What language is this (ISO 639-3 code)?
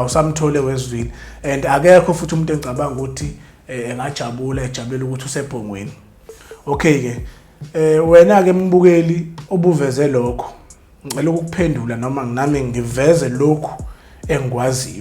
zul